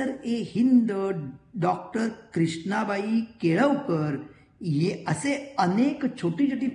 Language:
Marathi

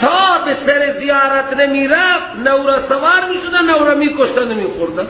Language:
Persian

